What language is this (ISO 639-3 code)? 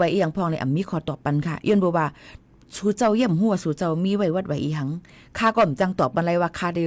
shn